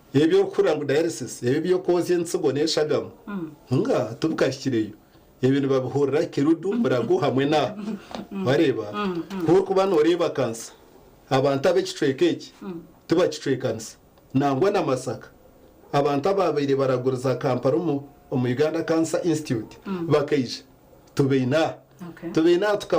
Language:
Nyankole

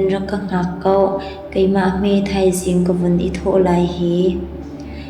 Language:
Hakha Chin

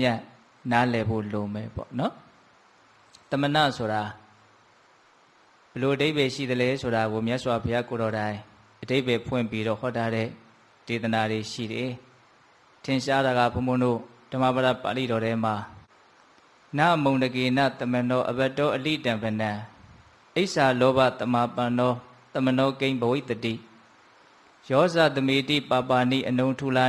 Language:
Burmese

